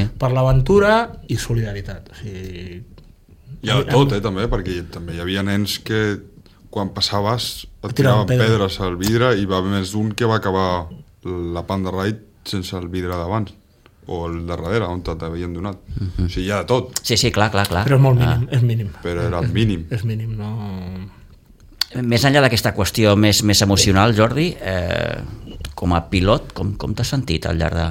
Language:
Catalan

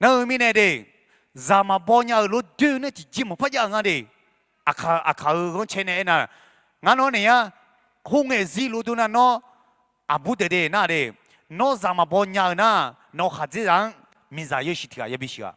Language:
Akha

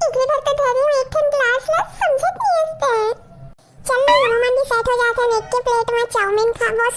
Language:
Chhattisgarhi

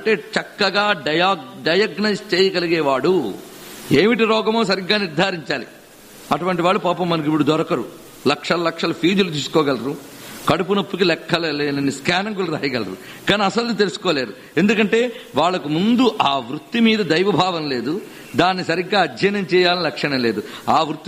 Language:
Telugu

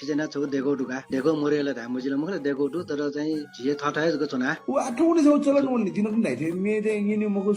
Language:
Newari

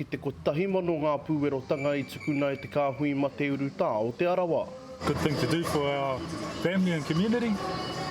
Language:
Māori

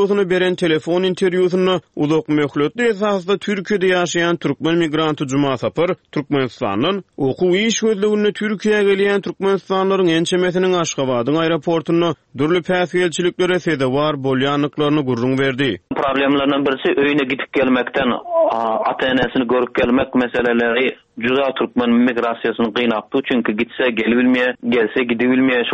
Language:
Turkmen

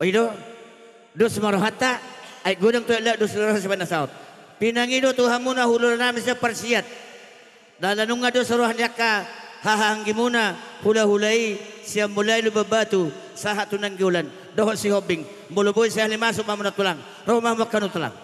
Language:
Batak Toba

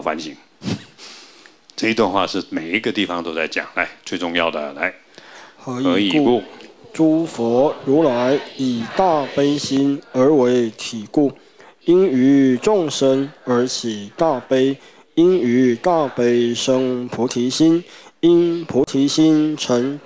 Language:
Chinese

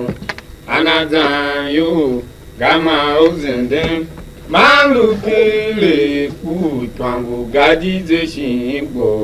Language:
Tiv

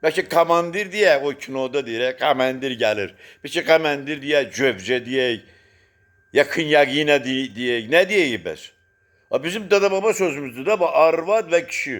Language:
Azerbaijani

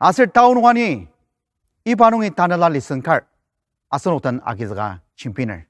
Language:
Ao Naga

